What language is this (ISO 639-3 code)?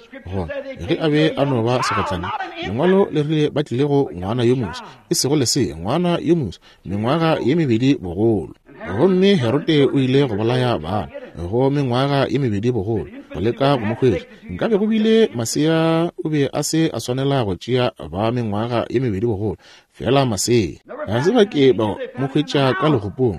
nso